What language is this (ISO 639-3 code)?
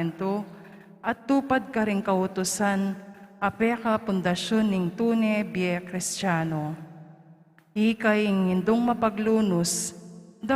pam